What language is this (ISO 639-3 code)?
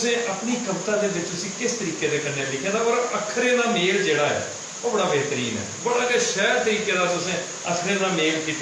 doi